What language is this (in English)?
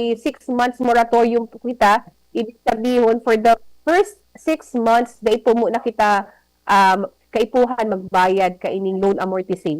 Bikol